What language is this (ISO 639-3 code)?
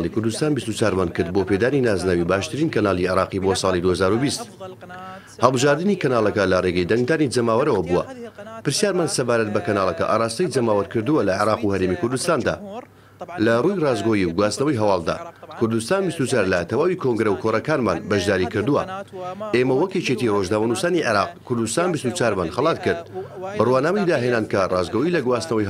ckb